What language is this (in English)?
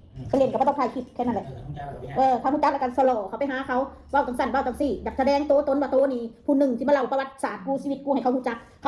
Northeastern Thai